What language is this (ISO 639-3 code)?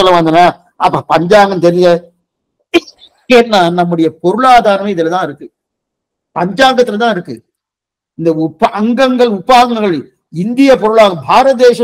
tam